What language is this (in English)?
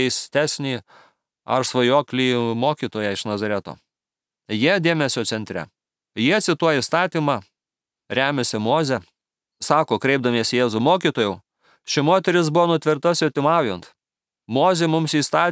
Lithuanian